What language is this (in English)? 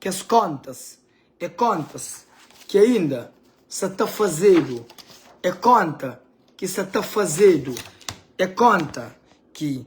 Kabuverdianu